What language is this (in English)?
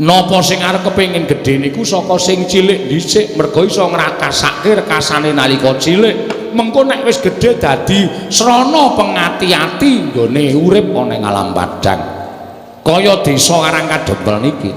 Javanese